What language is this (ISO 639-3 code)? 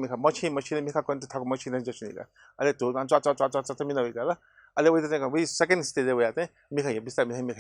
new